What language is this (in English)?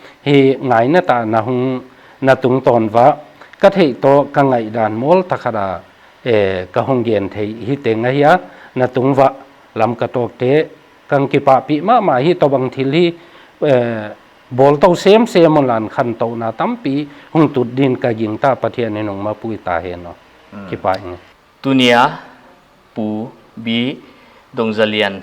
Paite Chin